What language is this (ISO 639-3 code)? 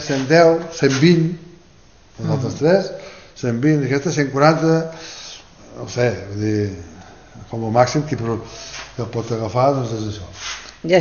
cat